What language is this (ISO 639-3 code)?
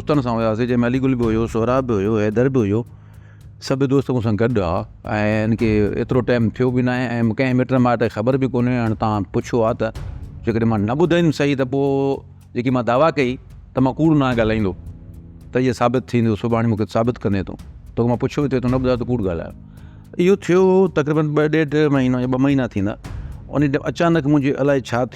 snd